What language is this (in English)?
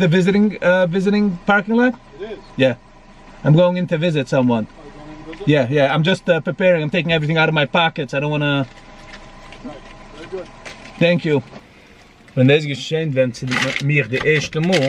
Yiddish